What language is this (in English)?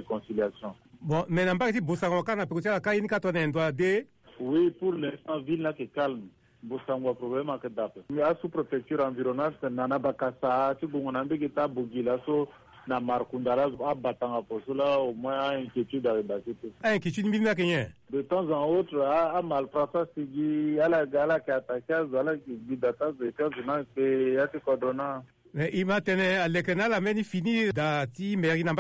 Sango